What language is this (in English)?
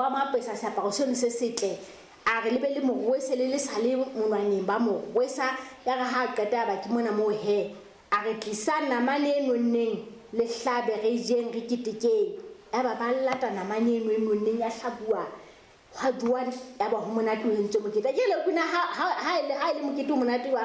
Southern Sotho